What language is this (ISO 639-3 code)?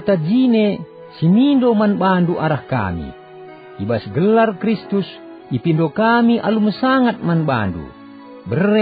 btx